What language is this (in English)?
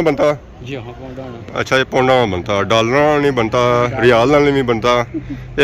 Pahari-Potwari